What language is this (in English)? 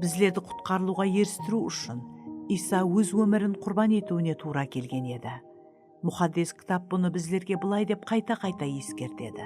Kara-Kalpak